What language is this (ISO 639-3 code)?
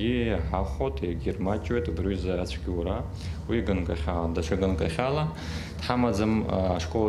abk